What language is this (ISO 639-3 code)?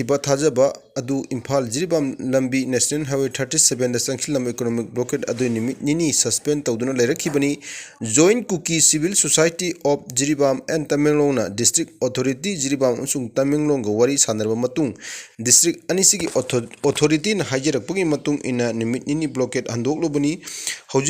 mni